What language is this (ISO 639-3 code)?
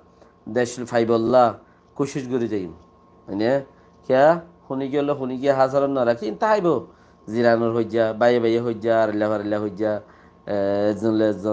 rhg